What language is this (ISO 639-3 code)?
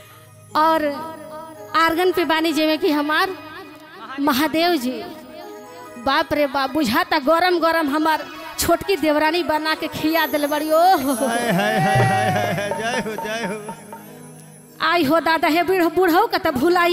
bho